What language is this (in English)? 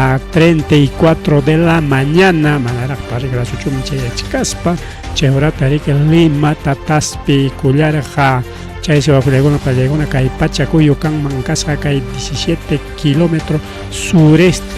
Ayacucho Quechua